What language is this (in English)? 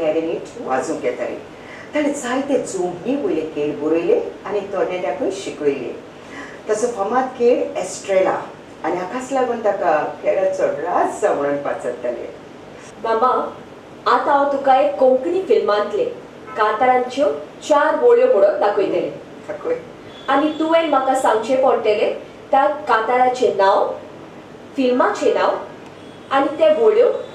Konkani